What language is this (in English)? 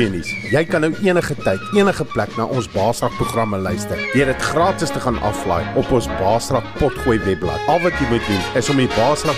Afrikaans